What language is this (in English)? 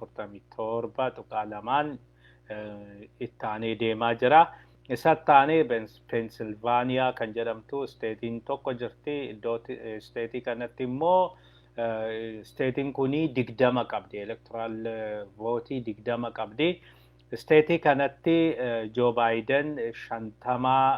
Oromo